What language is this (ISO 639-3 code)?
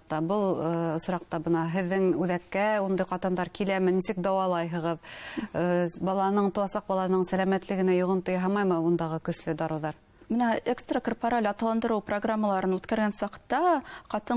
bak